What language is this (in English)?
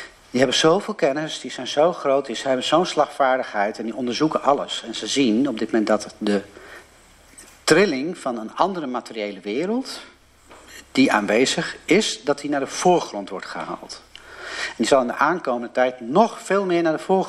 Dutch